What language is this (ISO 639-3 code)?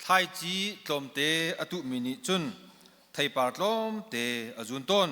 cnh